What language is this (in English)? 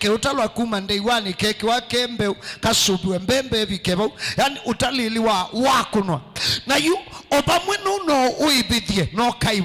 Kamba